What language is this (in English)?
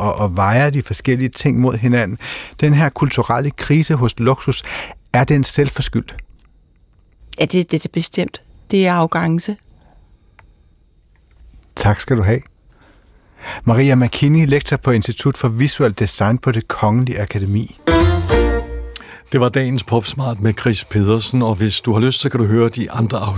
Danish